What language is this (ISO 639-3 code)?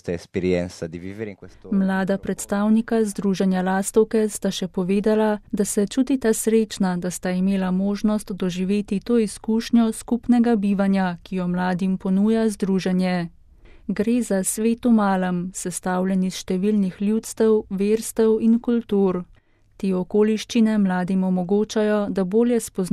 slv